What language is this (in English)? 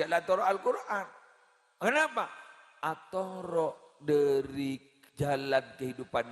Madurese